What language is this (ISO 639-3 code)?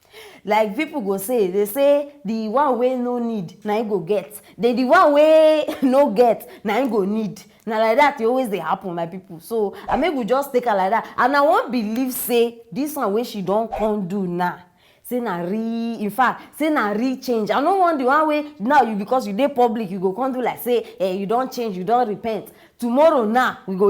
pcm